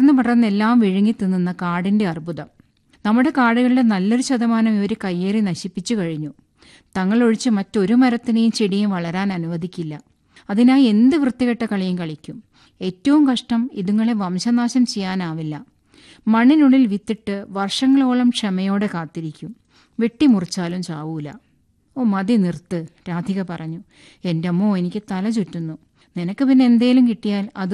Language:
Malayalam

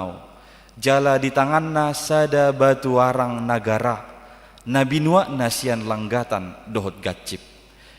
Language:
Batak Toba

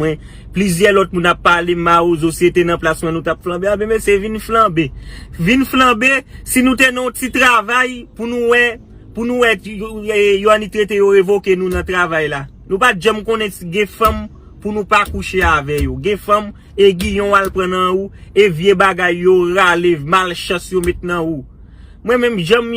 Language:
Haitian Creole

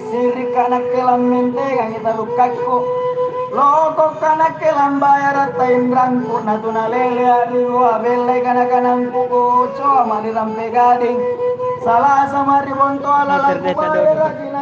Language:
Makasar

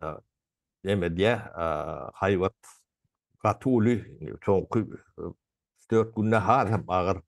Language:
Turkmen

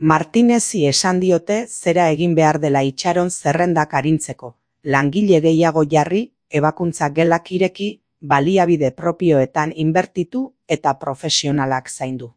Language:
Basque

